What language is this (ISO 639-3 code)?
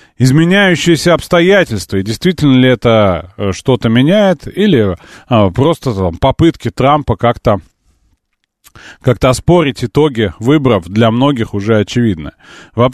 rus